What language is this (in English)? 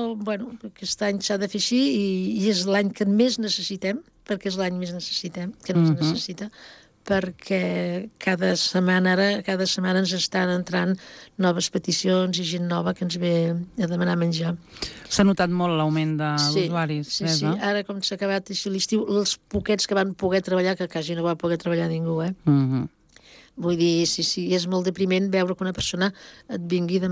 Catalan